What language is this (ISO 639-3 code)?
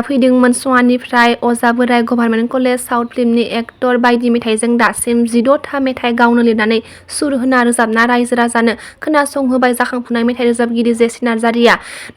brx